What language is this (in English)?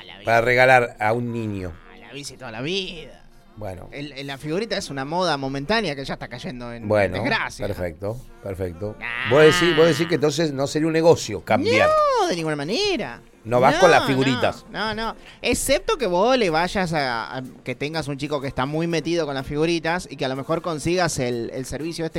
Spanish